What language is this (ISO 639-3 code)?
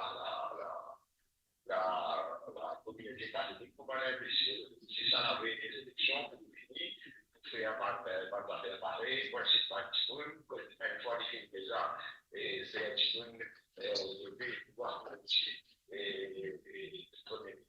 mfe